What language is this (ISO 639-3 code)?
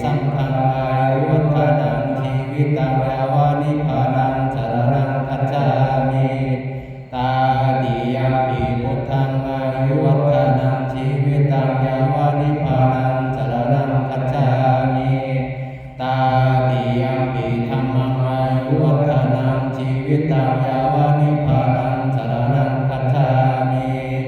pli